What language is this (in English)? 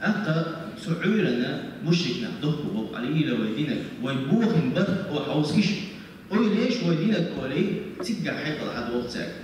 Chechen